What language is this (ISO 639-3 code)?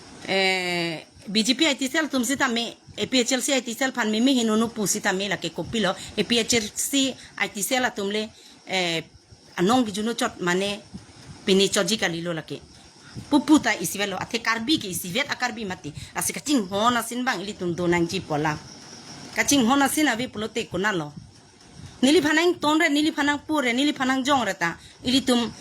mjw